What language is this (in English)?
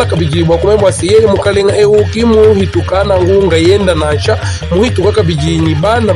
Luba-Lulua